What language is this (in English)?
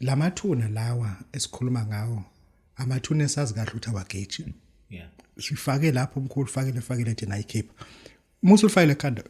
Zulu